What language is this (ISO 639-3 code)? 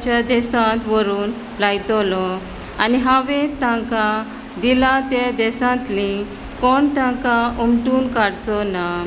kok